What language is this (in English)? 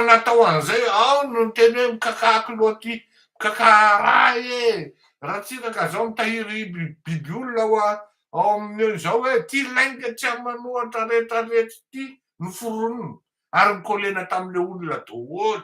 Malagasy